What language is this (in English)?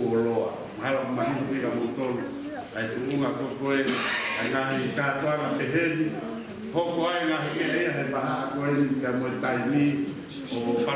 Tongan